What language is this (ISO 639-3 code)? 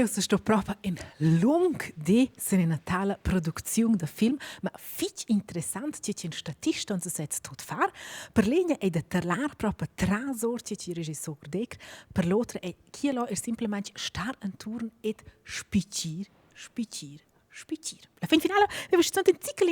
roh